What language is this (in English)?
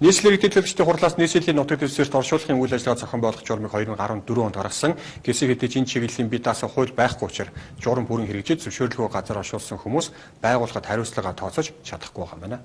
Mongolian